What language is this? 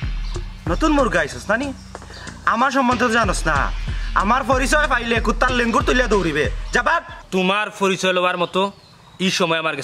Sylheti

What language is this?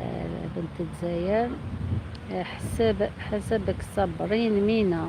Algerian Arabic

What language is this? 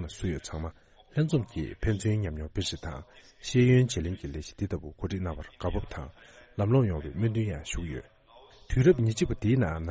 Tibetan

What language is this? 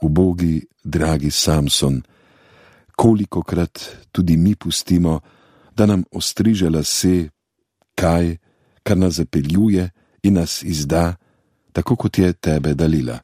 Slovenian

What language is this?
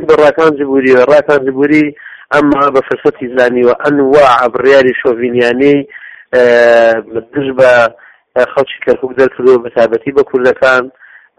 Central Kurdish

